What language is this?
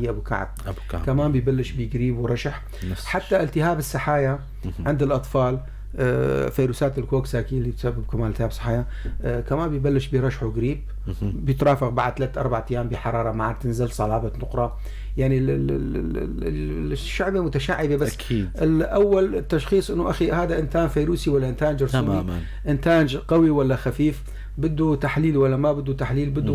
North Levantine Arabic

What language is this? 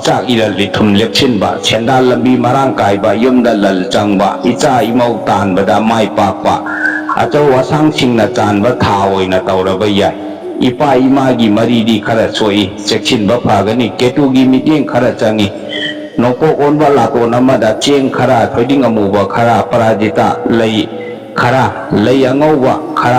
Manipuri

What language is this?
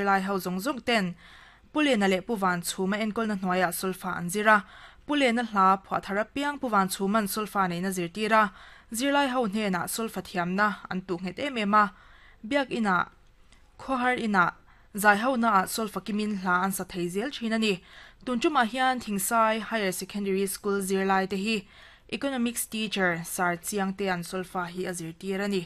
Mizo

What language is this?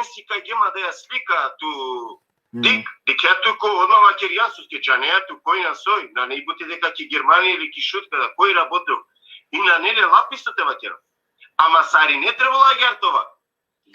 Balkan Romani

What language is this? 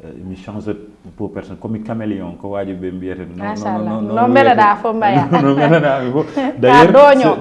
Fula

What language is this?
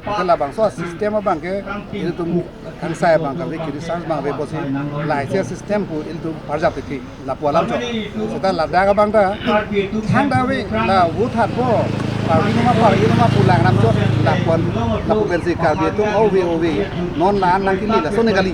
Karbi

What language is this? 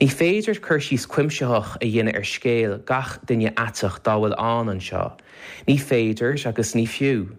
Irish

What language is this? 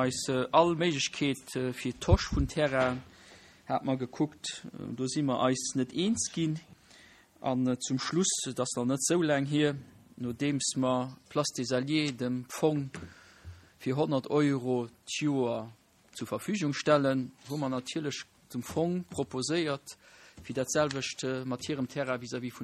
Luxembourgish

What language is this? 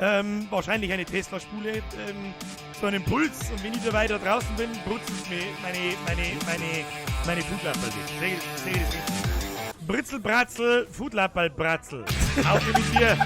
Bavarian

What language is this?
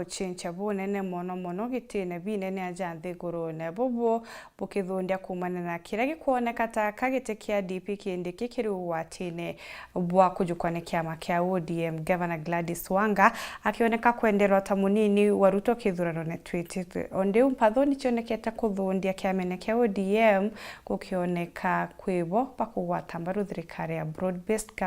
Meru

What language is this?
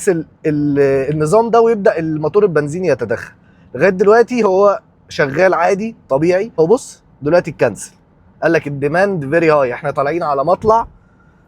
Egyptian Arabic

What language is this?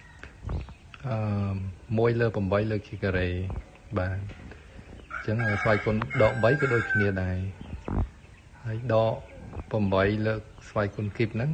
Khmer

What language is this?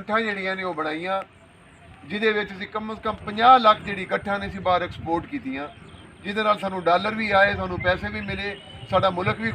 Saraiki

